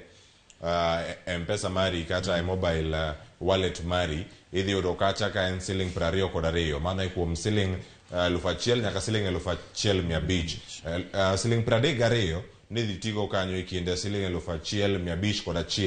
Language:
Luo (Kenya and Tanzania)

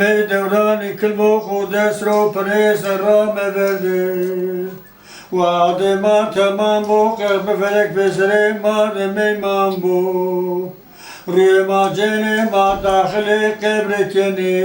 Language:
Zaza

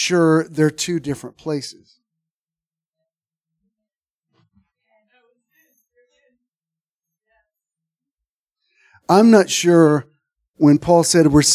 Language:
English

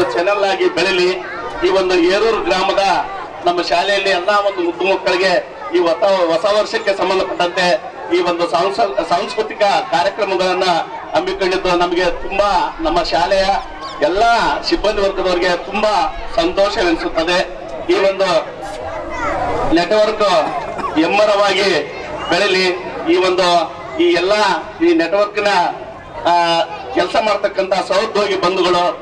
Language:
Kannada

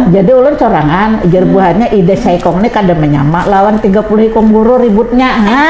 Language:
Banjar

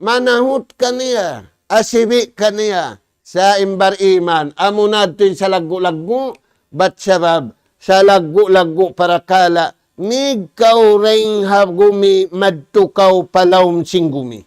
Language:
Tausug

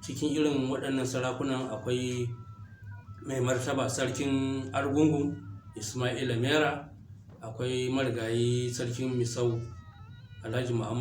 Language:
Hausa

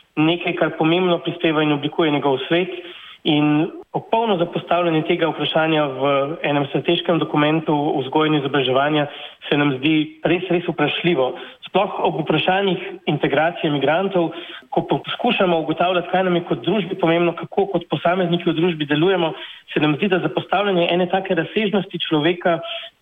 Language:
Slovenian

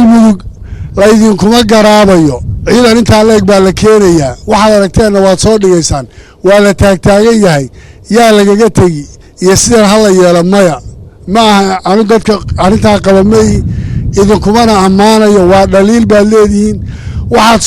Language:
Somali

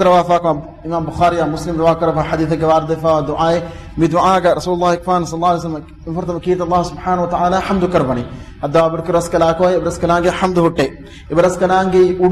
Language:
Divehi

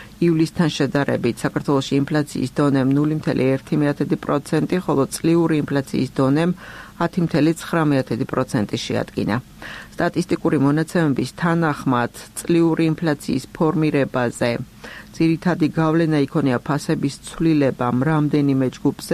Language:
Georgian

